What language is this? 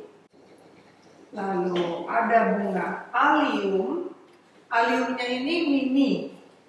Indonesian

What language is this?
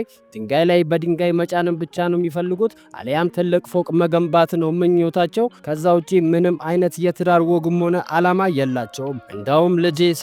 Amharic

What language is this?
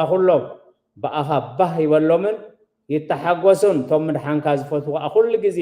Tigrinya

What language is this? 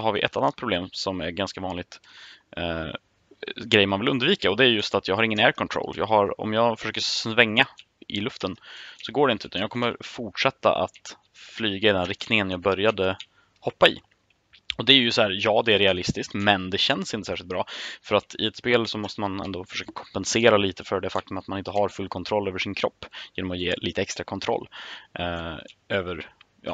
Swedish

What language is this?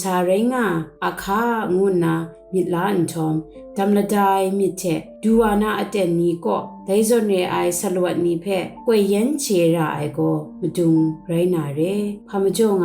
Kachin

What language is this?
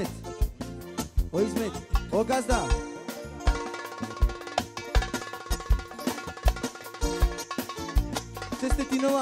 Romanian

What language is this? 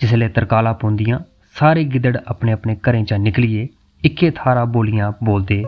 Dogri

